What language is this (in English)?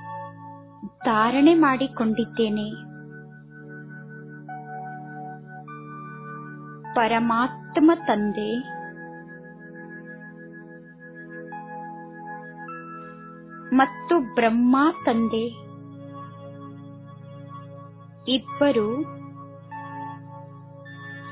Kannada